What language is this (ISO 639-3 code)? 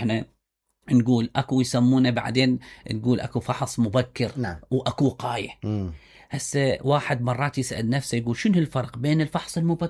acm